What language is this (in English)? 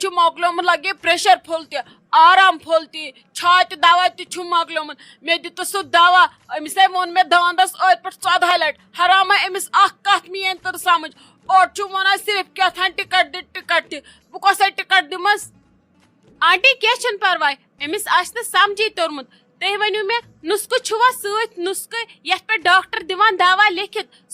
Kashmiri